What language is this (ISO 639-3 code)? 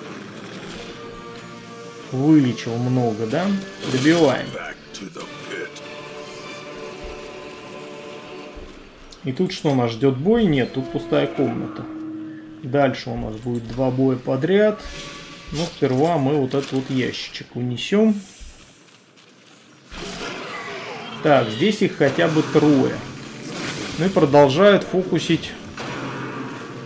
rus